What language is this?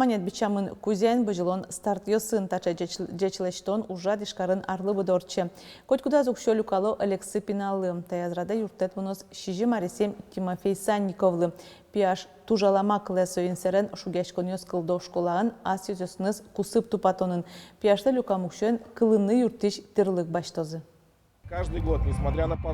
Udmurt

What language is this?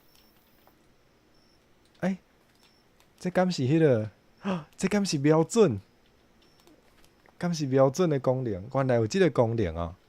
Min Nan Chinese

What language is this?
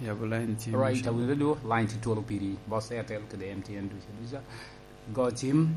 Lango (Uganda)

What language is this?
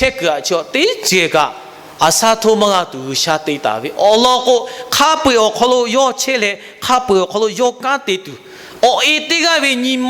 Lahu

